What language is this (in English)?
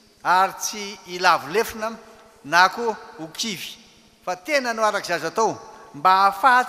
Malagasy